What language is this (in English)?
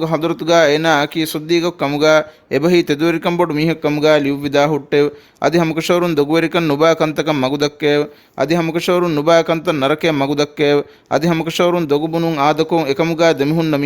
Divehi